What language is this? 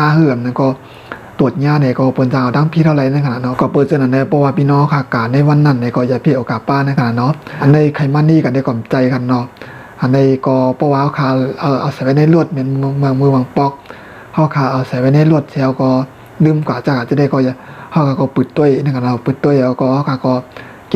Shan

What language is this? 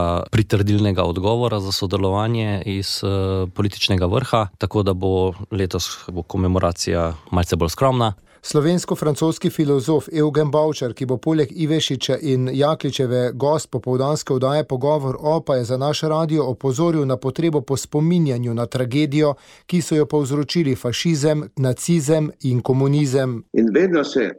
Slovenian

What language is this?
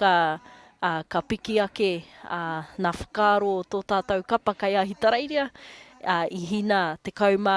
Māori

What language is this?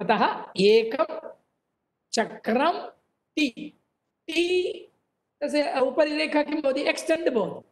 Sanskrit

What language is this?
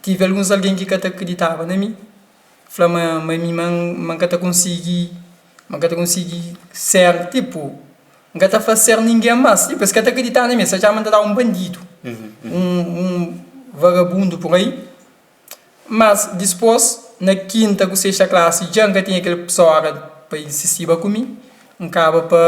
Kabuverdianu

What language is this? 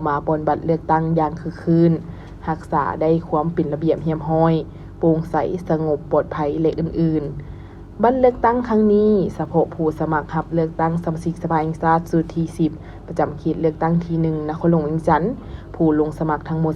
Lao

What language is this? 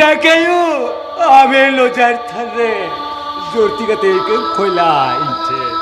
Santali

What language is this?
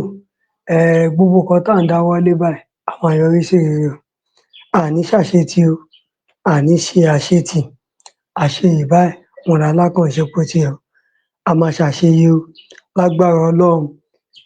Yoruba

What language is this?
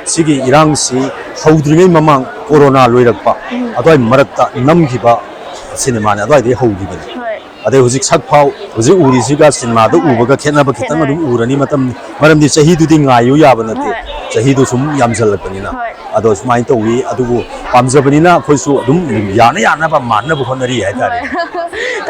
Manipuri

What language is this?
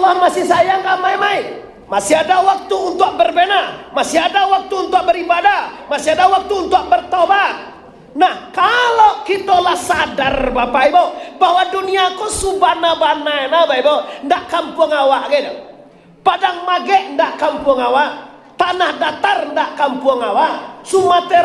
Minangkabau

